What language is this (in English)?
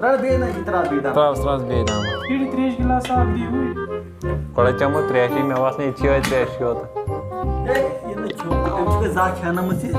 Kashmiri